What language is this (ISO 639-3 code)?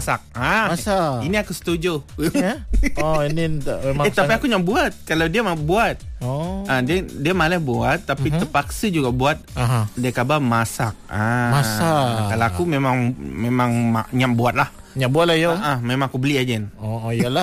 msa